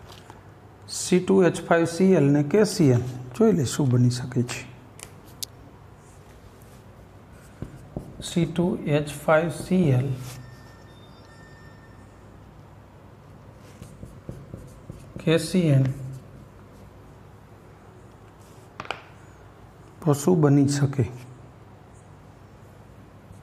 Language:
Gujarati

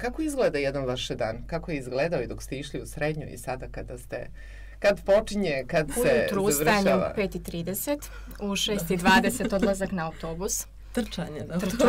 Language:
Croatian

